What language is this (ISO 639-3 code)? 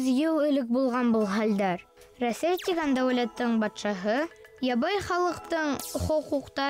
bak